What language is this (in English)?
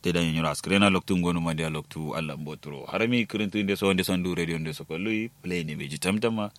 Kanuri